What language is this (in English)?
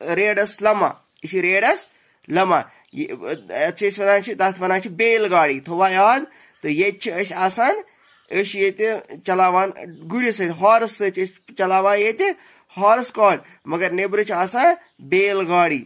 Kashmiri